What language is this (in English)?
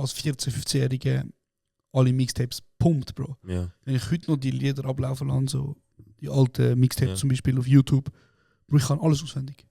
Swiss German